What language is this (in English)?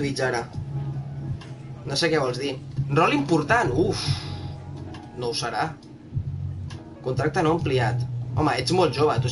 Catalan